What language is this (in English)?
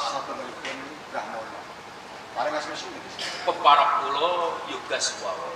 Javanese